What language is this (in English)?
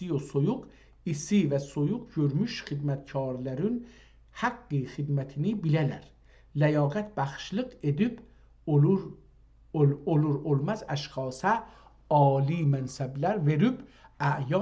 South Azerbaijani